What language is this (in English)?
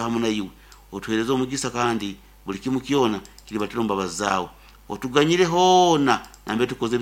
Nyoro